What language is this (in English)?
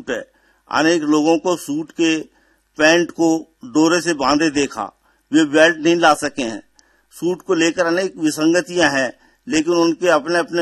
Hindi